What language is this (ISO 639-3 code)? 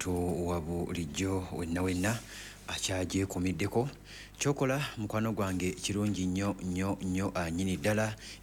lug